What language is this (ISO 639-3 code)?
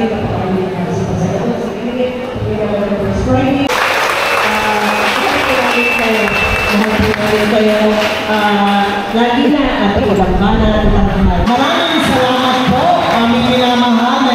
fil